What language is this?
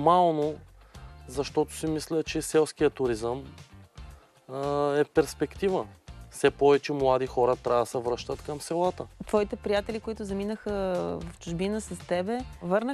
Bulgarian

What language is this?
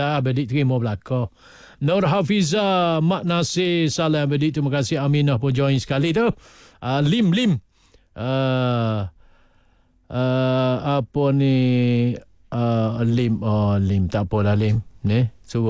Malay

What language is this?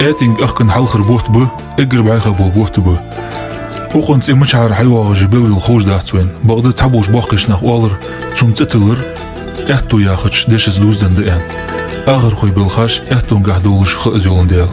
Ingush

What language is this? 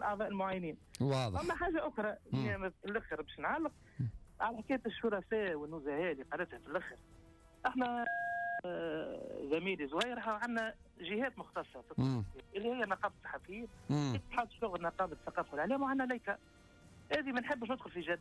Tunisian Arabic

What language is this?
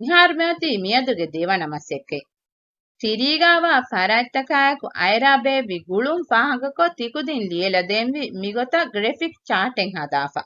Divehi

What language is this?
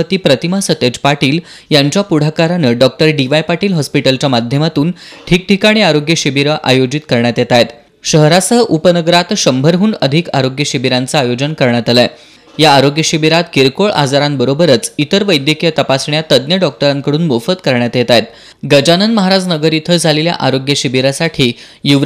Marathi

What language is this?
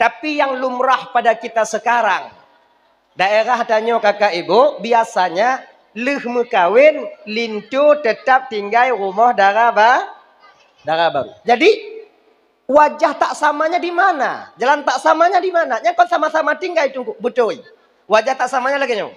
Achinese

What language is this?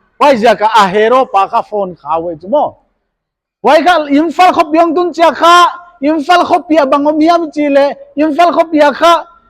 Paite Chin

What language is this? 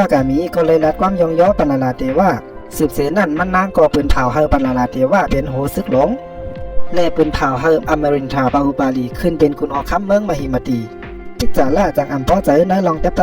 Shan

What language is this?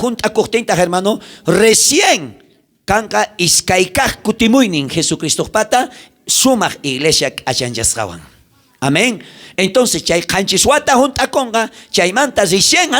South Bolivian Quechua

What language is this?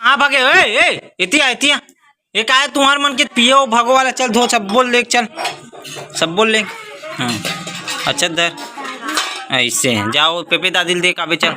Chhattisgarhi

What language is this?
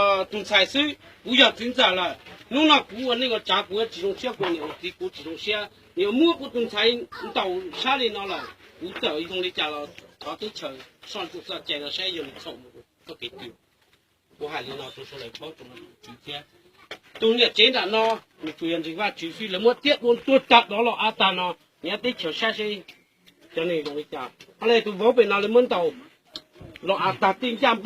Hmong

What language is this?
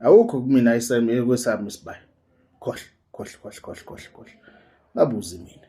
Zulu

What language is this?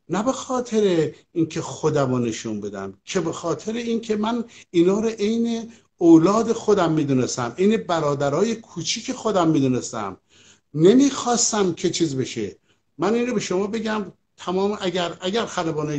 Persian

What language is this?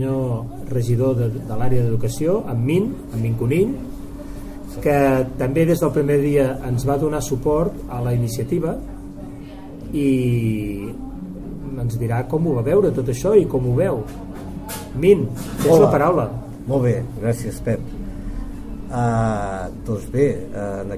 Catalan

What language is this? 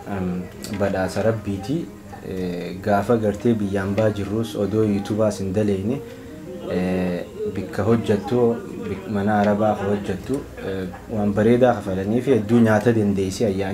Oromo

